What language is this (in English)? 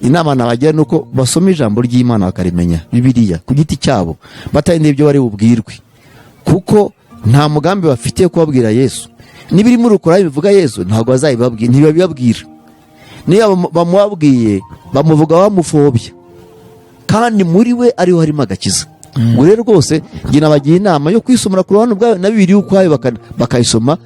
Kinyarwanda